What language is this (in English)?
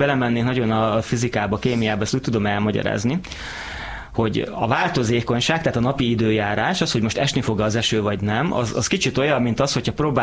Hungarian